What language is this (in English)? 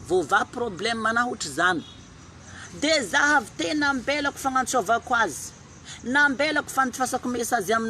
Malagasy